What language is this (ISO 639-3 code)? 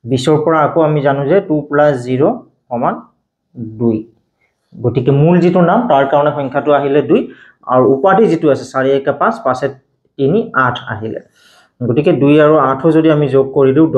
asm